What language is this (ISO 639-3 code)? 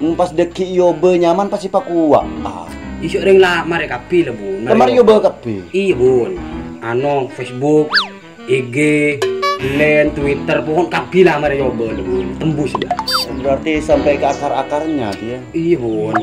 mad